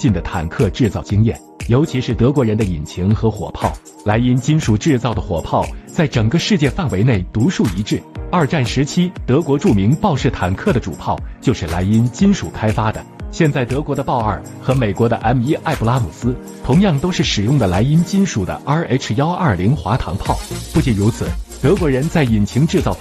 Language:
Chinese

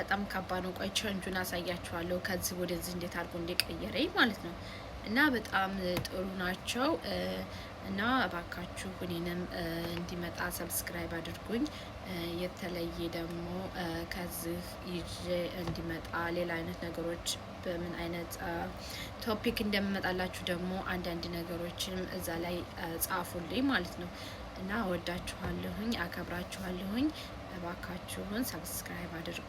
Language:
Amharic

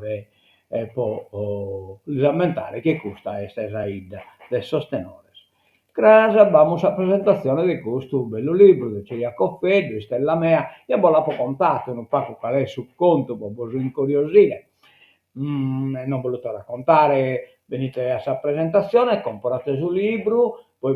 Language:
Sardinian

